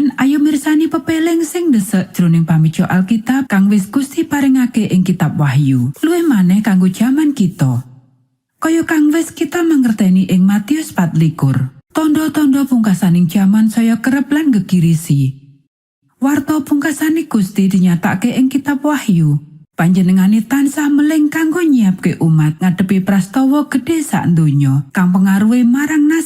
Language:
Javanese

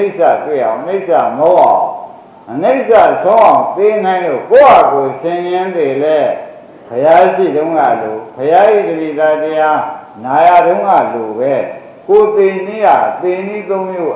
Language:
Burmese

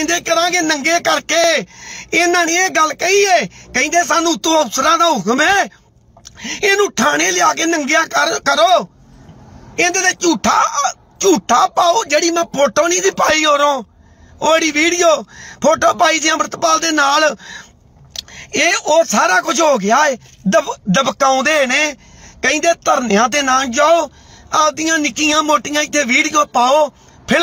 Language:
Punjabi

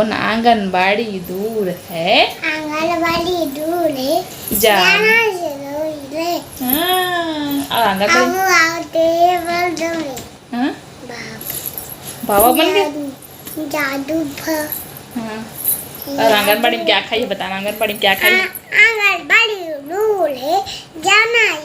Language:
Chhattisgarhi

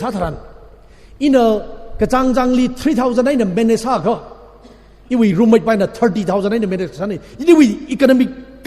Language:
Tangkhul Naga (India)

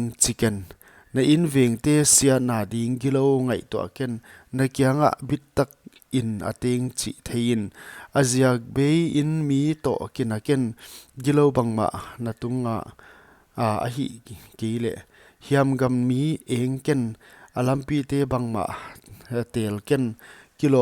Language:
Paite Chin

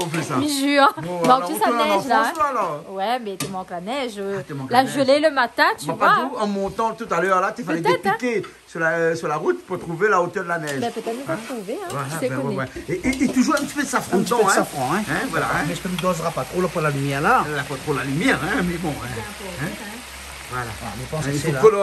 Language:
Réunion Creole French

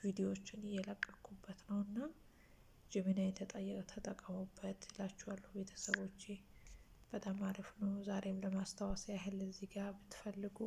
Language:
Amharic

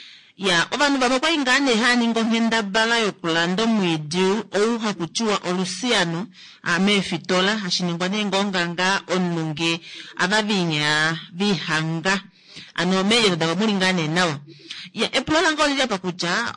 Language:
Kuanyama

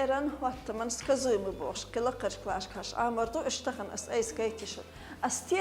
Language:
Chechen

